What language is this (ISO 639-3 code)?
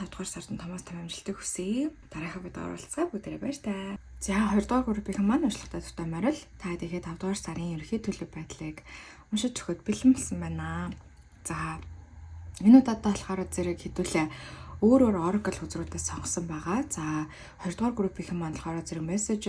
mon